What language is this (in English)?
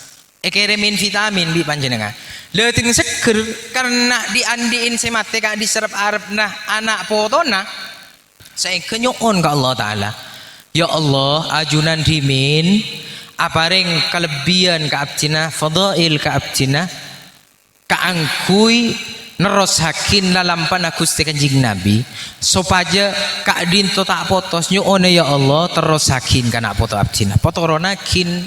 Madurese